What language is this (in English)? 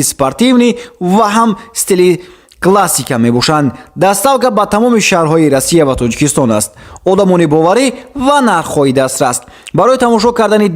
Tajik